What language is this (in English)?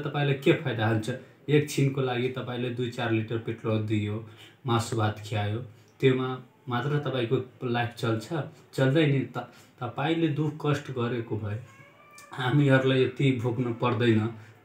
Nepali